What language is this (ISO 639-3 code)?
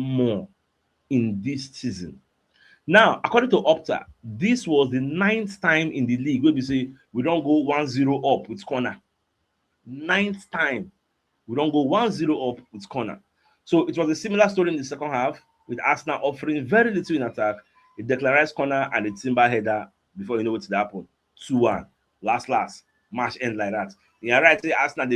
pcm